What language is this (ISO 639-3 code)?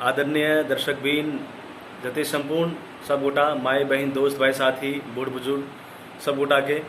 mai